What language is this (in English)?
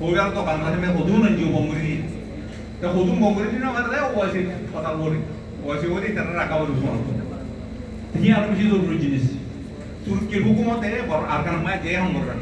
Rohingya